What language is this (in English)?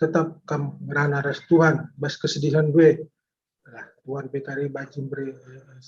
Batak Karo